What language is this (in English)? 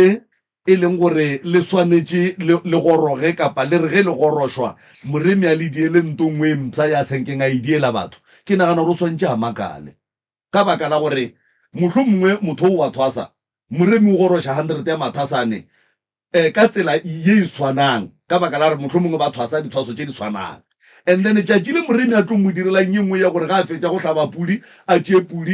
Northern Sotho